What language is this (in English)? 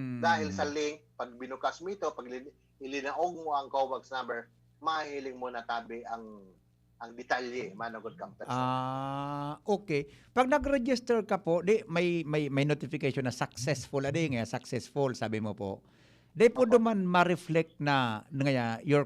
Bikol